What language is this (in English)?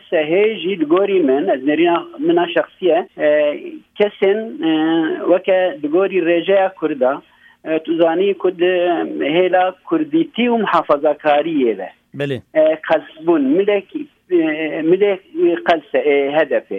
Kurdish